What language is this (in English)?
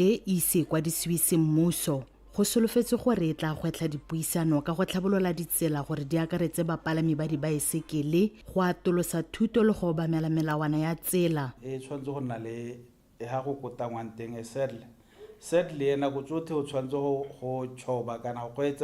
Tswana